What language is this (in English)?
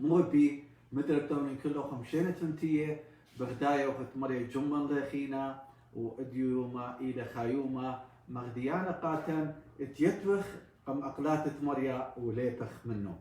Assyrian Neo-Aramaic